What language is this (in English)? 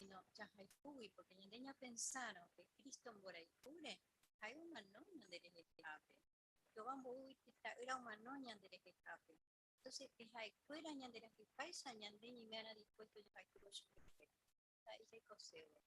Guarani